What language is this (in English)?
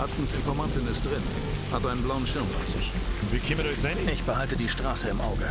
Bavarian